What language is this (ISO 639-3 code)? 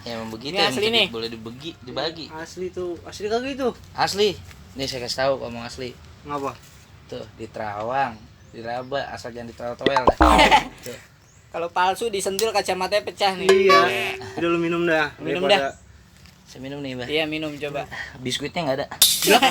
bew